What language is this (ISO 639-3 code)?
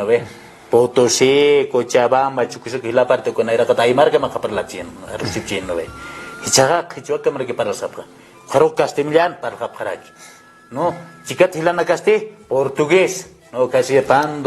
aym